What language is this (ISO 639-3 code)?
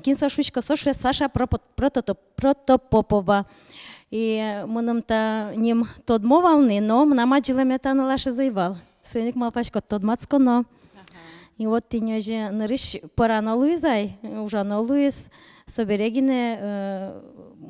udm